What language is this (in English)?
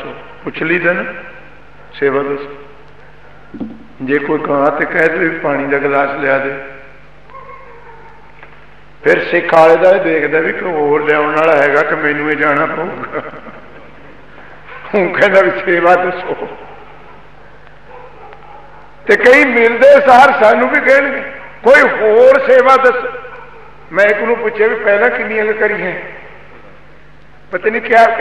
Punjabi